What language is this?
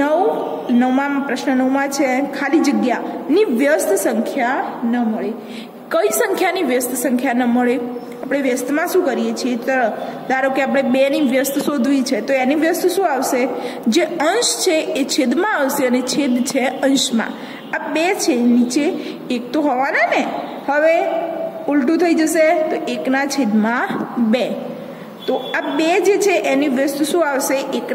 Gujarati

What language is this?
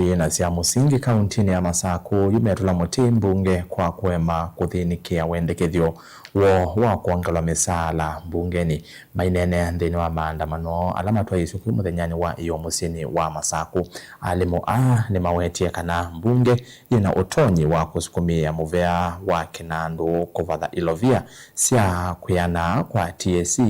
Kamba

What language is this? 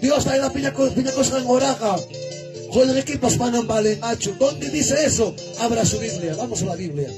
Ayacucho Quechua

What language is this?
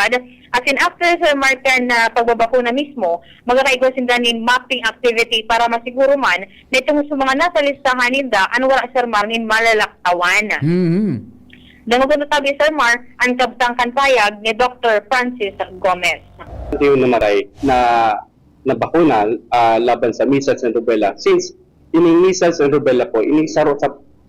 Bikol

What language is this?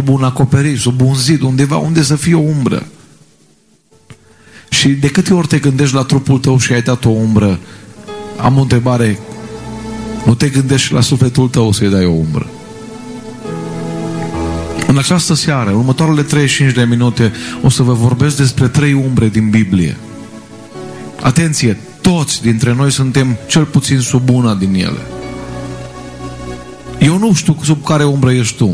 Romanian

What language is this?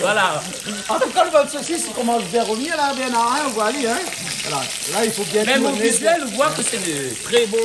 Réunion Creole French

